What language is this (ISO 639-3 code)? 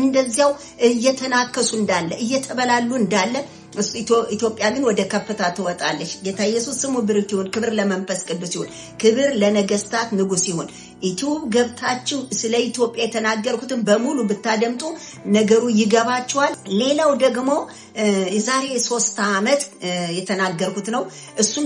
amh